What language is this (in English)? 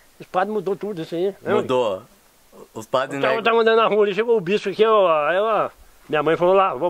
Portuguese